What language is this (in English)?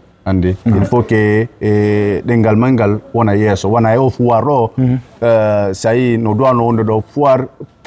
Fula